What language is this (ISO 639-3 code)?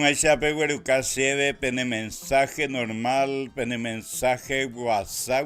grn